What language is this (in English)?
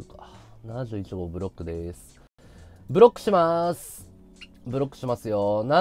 Japanese